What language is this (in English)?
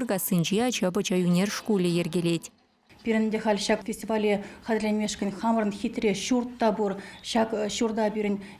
Chuvash